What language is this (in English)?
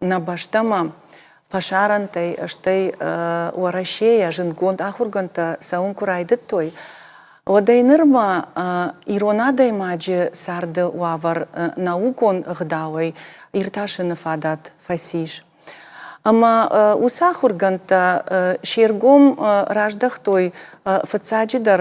Ossetic